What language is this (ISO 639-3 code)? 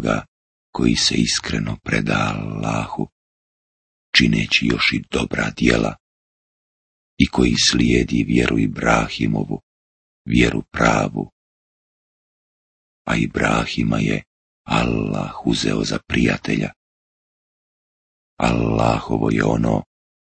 bos